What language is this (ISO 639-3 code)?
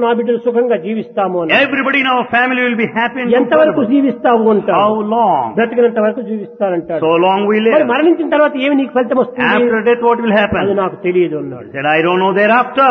tel